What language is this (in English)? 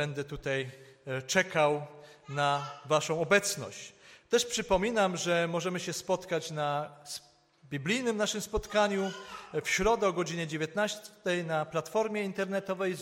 Polish